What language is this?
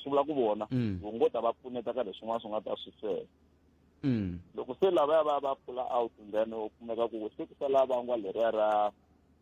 Tsonga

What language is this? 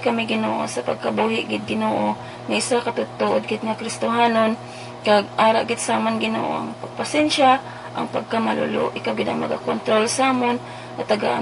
Hiligaynon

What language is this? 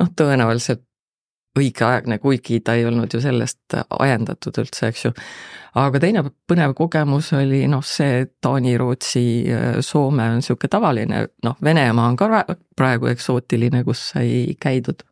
Estonian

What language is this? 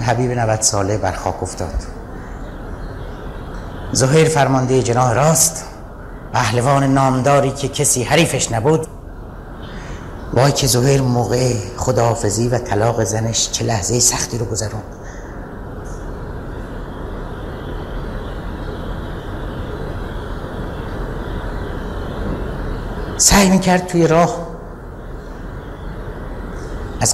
Persian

